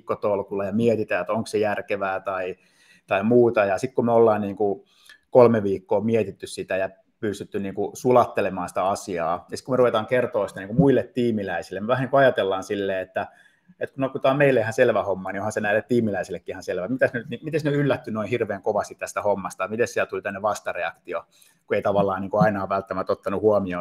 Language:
Finnish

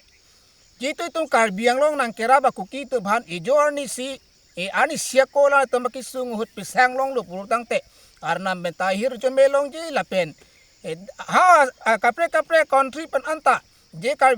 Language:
Karbi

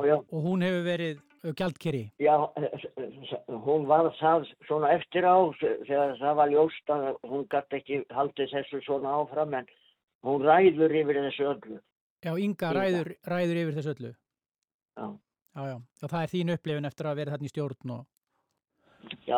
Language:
Icelandic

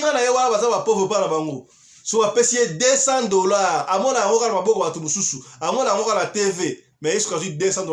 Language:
Lingala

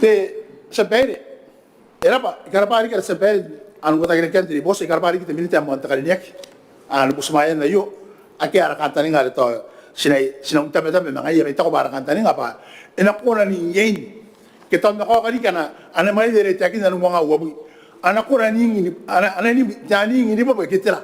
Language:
Gilbertese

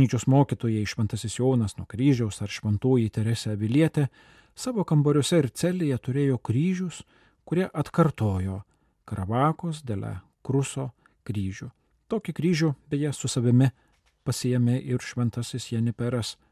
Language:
Lithuanian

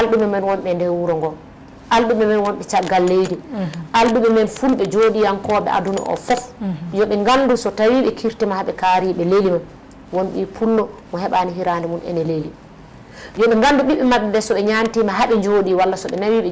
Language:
Fula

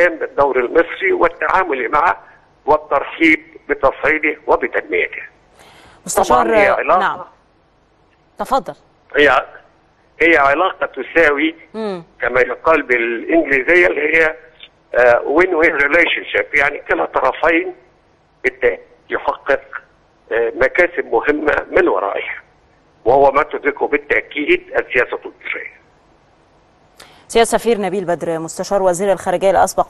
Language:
Arabic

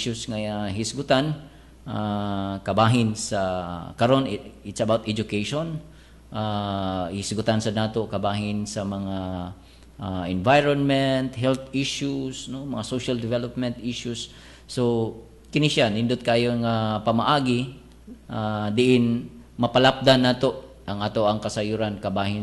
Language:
Cebuano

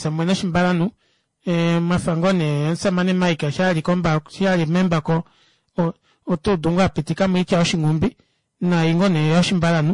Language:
Kuanyama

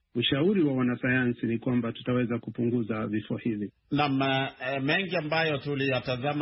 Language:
Swahili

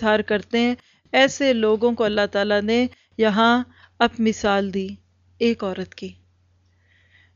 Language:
Urdu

